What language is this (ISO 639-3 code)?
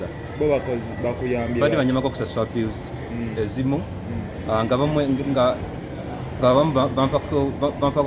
lug